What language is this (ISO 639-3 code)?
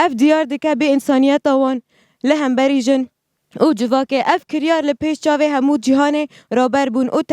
kur